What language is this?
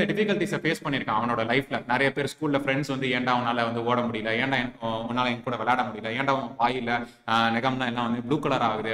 Tamil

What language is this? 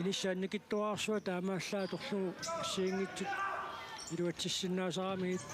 Kalaallisut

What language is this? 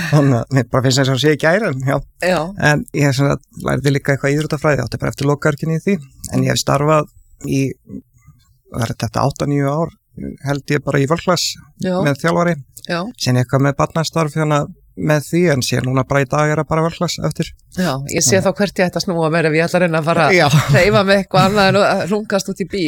Icelandic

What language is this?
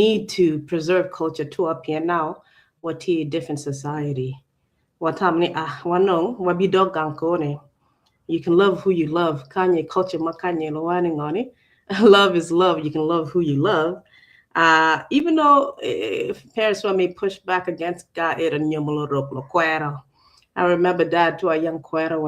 Acoli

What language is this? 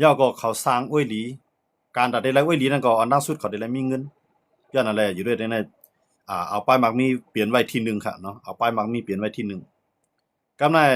Shan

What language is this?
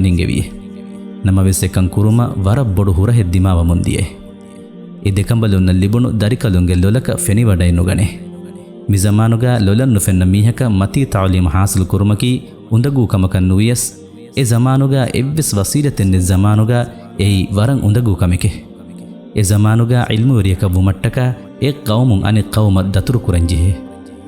Divehi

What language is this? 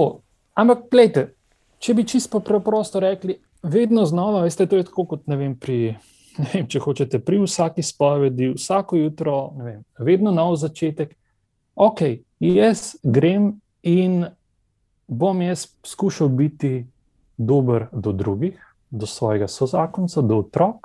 Slovenian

